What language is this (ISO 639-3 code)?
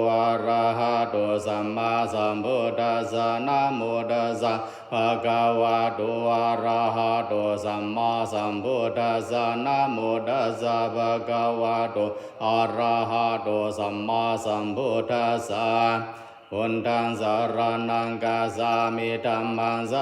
pli